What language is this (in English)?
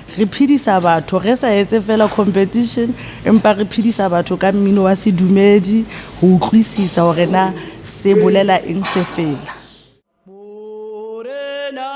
Tswana